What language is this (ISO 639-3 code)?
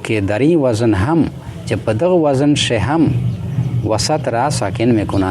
pus